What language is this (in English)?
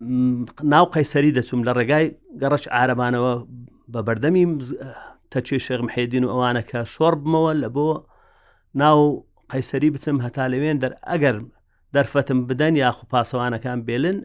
Central Kurdish